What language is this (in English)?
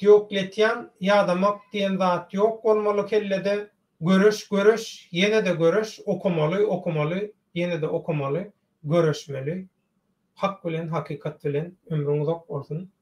Turkmen